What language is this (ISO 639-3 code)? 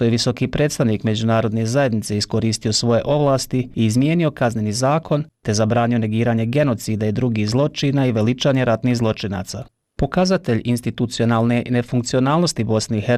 bos